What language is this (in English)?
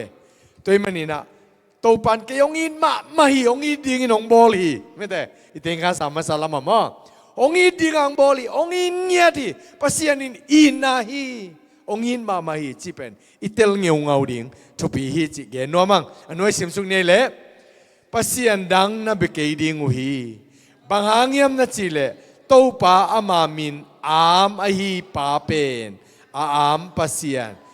Tedim Chin